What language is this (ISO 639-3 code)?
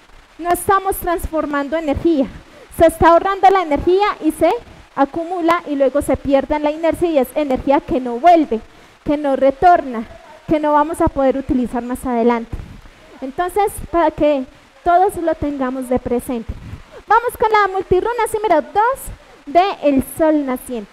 spa